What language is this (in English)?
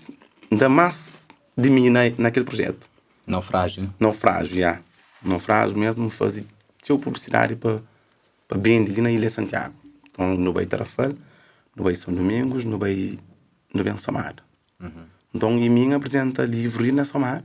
Kabuverdianu